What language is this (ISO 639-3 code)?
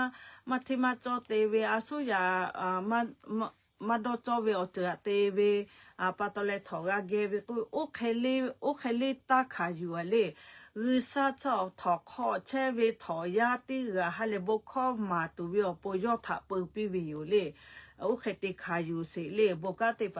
lhu